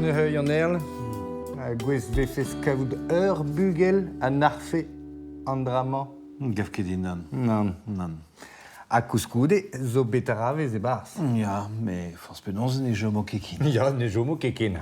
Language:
Breton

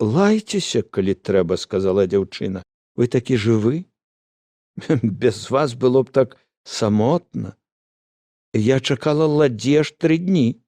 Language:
Belarusian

